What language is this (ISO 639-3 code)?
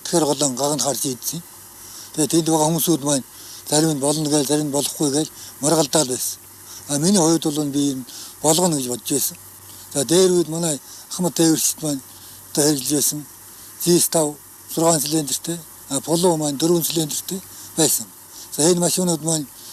mon